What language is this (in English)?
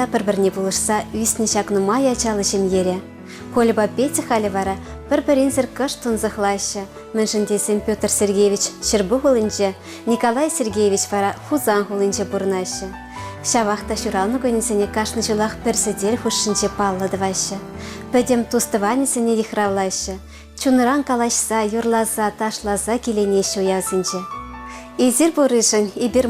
Chuvash